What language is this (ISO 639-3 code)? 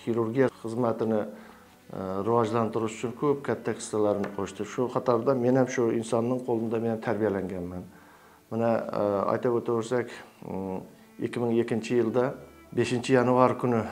kaa